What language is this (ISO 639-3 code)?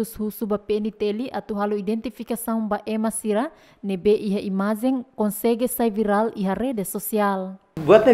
tet